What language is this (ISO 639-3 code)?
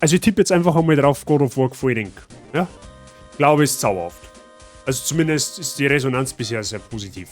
bar